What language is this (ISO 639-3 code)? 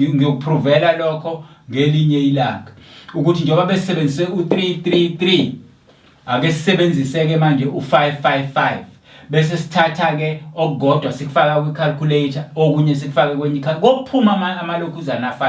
zul